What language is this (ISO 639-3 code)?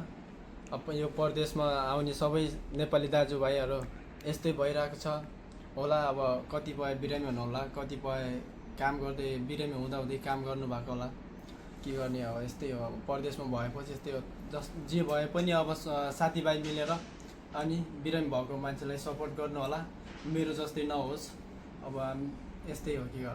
nep